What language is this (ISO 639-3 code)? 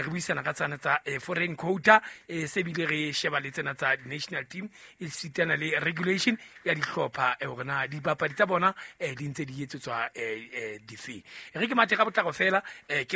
sot